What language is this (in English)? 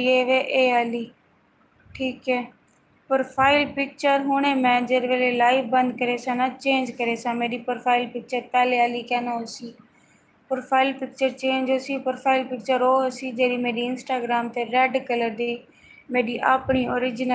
Saraiki